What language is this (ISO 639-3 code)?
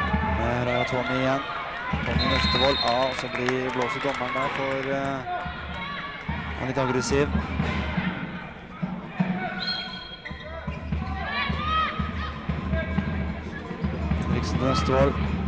nor